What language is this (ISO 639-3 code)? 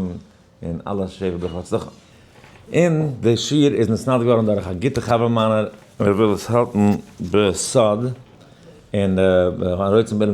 yid